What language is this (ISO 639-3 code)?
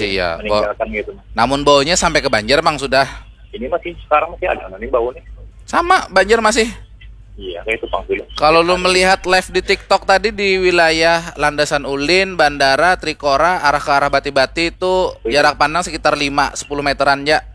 bjn